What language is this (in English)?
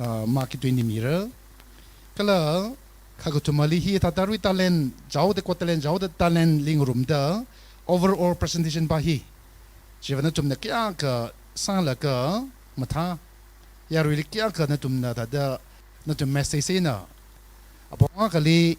Tangkhul Naga (India)